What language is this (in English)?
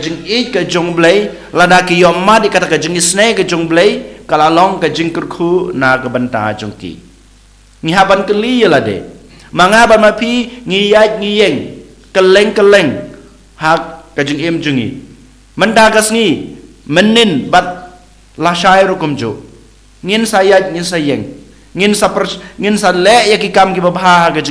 Khasi